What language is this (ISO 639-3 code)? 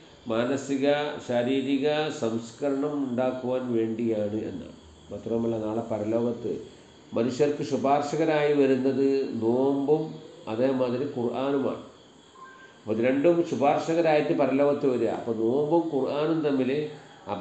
mal